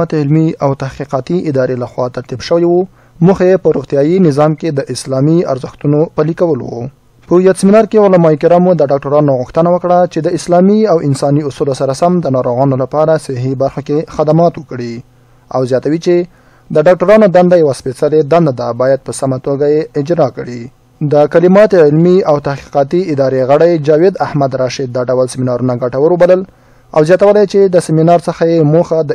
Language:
Pashto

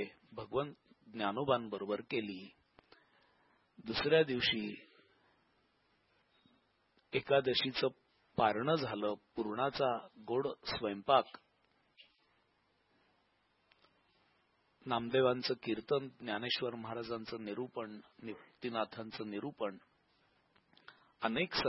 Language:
Marathi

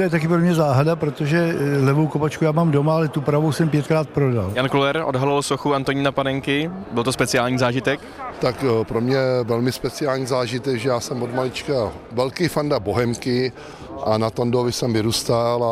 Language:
Czech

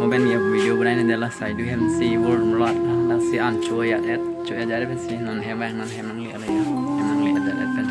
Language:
Karbi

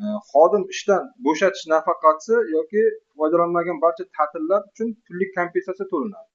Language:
Uzbek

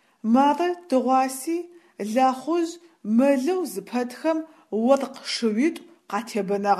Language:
Adyghe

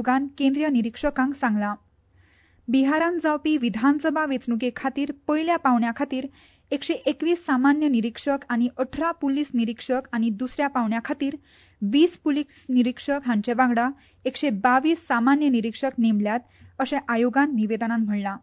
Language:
Konkani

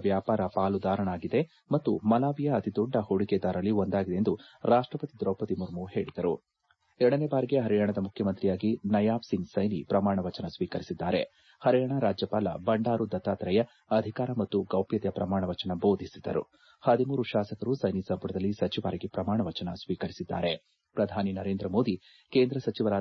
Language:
Kannada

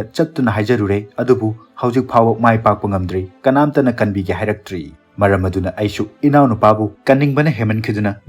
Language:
Manipuri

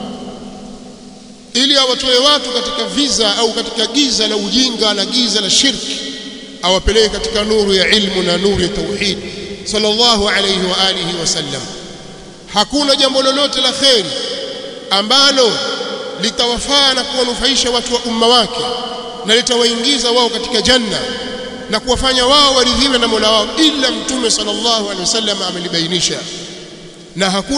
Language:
Swahili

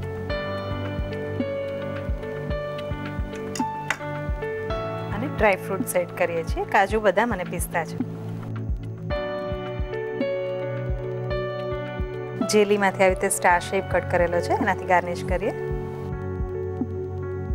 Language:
Gujarati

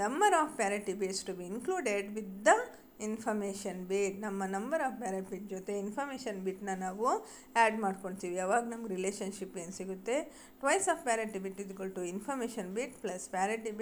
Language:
Kannada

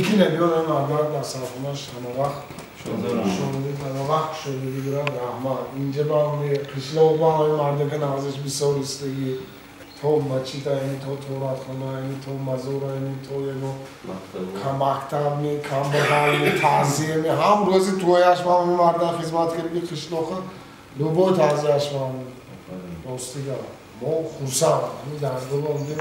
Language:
Tajik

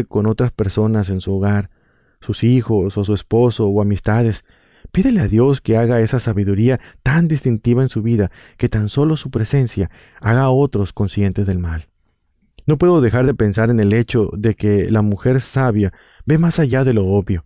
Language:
Spanish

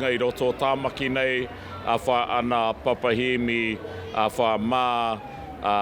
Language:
Māori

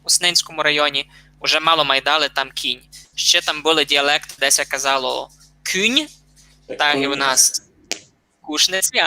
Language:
Rusyn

